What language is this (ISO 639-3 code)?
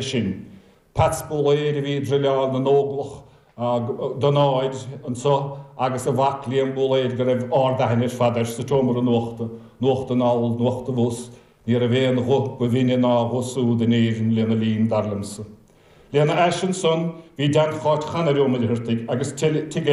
gle